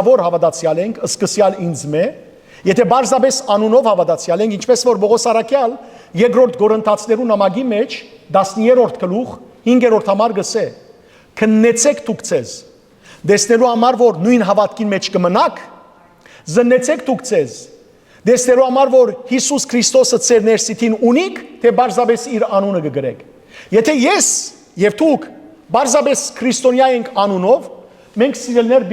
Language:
Western Armenian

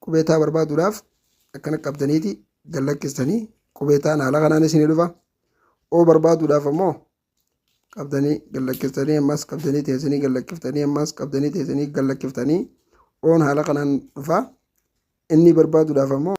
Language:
Oromo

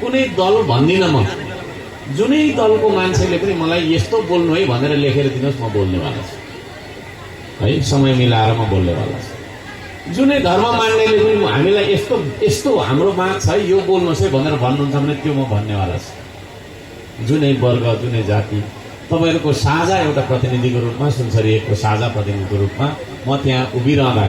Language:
Nepali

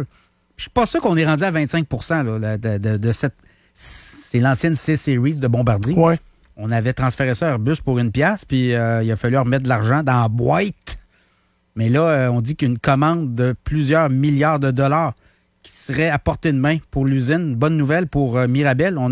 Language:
French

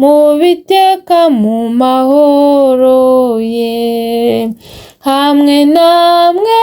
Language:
Kinyarwanda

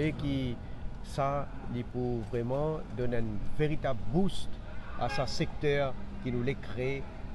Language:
Morisyen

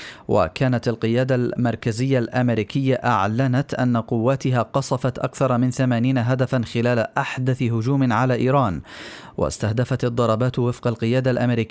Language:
Arabic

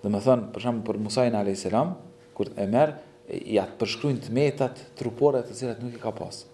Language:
Albanian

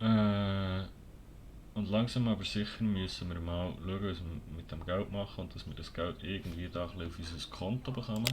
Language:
Swiss German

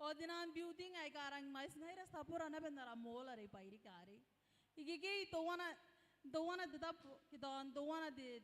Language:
Gilbertese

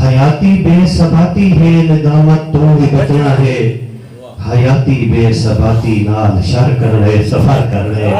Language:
Saraiki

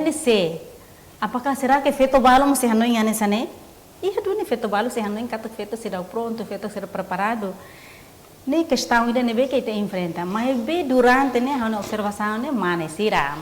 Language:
Tetum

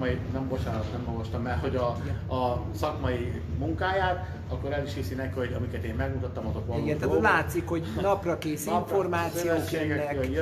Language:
Hungarian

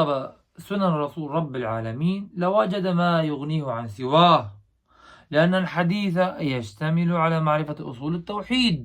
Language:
Kurdish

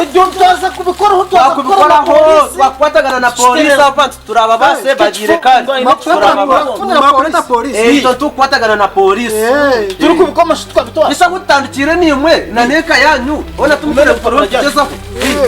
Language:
Nyankole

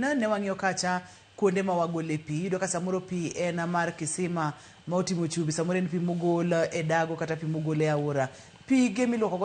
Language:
Luo (Kenya and Tanzania)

